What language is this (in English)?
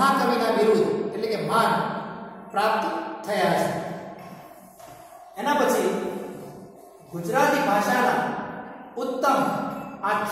Gujarati